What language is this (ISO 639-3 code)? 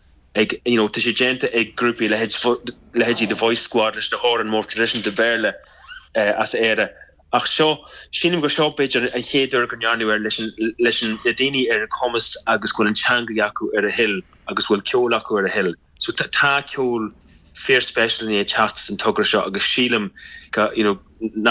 gle